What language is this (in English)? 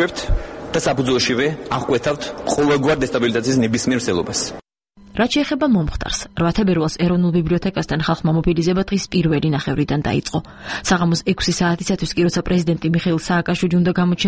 Georgian